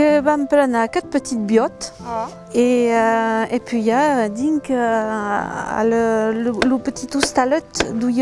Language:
Occitan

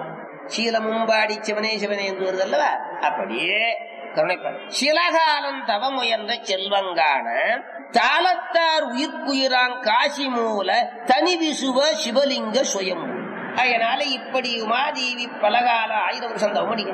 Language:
Tamil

